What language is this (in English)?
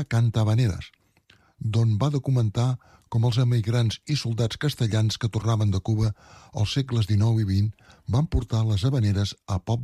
Catalan